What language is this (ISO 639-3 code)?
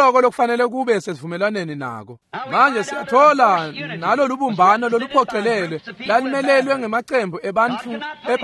ssw